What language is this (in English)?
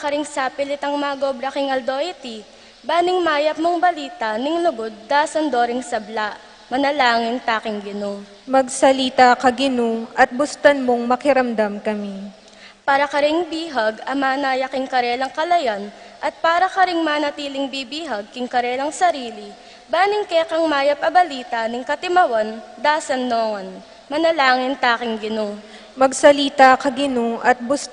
Pampanga